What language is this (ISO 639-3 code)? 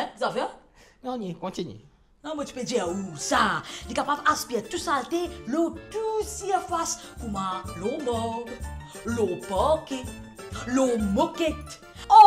mfe